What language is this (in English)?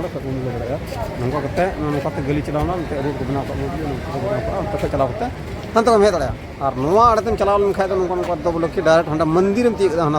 Santali